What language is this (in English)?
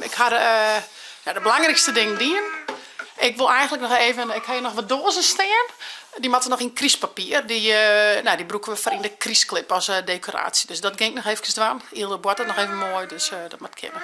Western Frisian